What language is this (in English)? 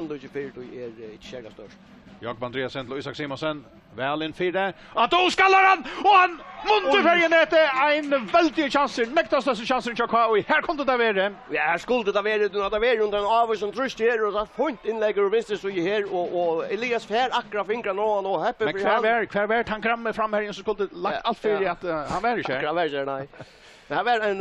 Faroese